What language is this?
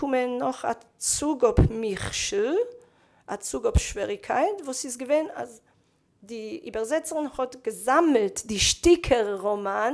Yiddish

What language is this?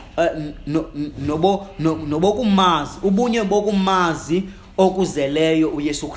Xhosa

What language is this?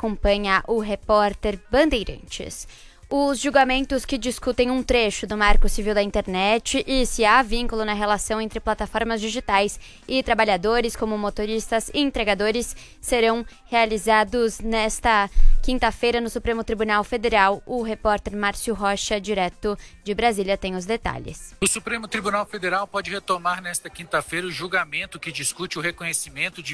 Portuguese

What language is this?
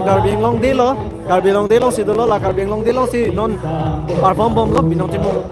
Karbi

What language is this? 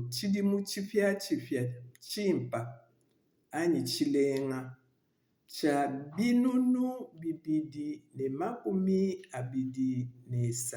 Luba-Lulua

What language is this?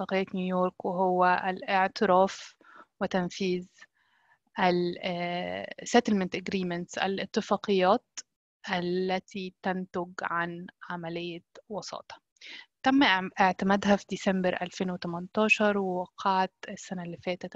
Arabic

